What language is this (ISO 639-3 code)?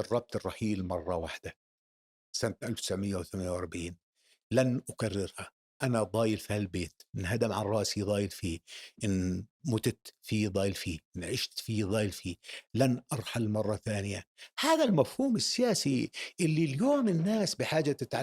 apc